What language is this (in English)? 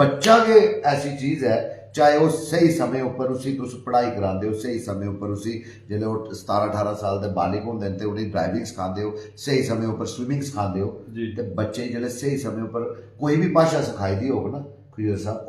Dogri